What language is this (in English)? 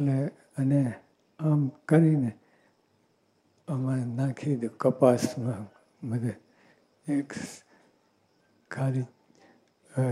Gujarati